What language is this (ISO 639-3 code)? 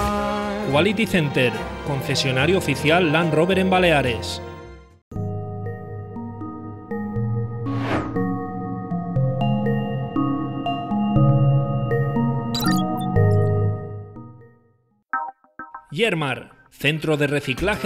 cat